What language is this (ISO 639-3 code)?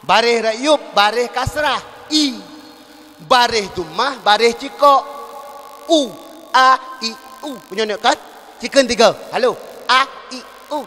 ace